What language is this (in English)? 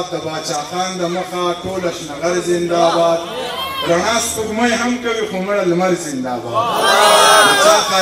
Pashto